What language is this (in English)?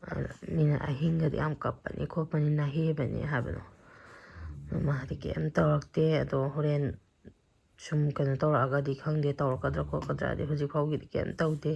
Manipuri